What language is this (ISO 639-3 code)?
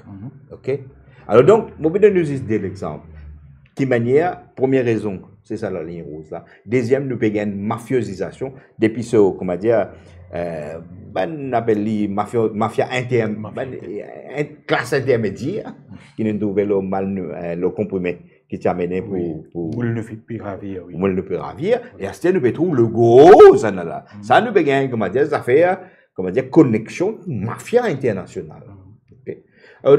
mfe